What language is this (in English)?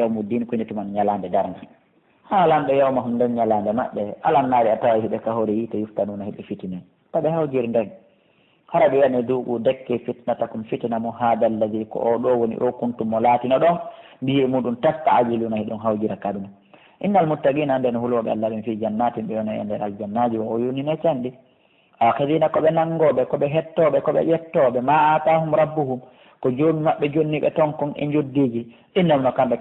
Pular